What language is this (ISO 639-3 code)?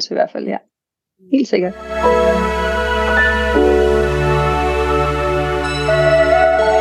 dan